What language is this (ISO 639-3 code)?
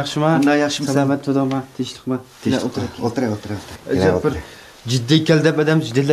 uig